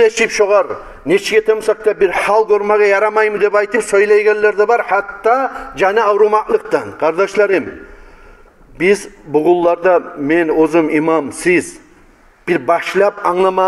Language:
Kumyk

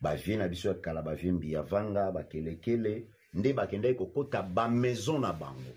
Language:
Lingala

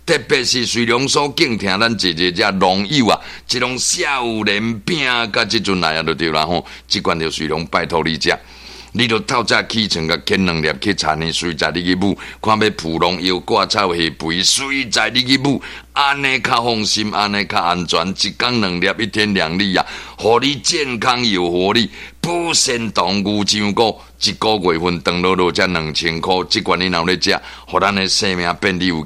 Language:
Min Nan Chinese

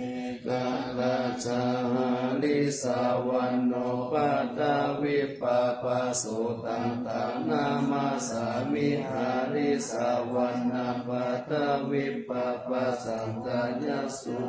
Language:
Pali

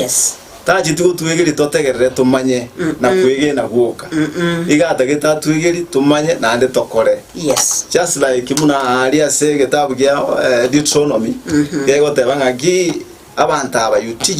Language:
Gusii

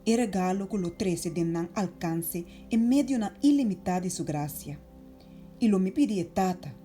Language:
Papiamento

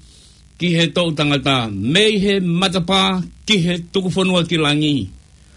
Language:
Tongan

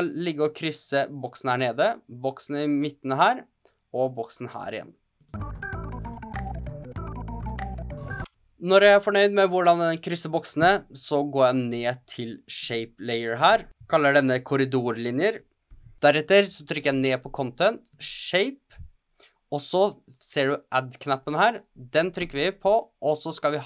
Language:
Norwegian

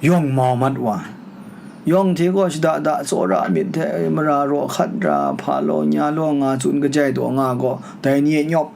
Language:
Kachin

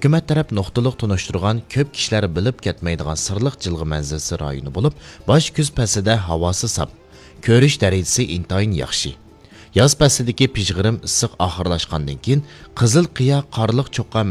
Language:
Uyghur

